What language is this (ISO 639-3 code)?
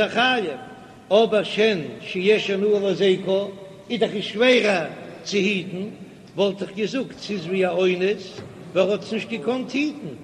yid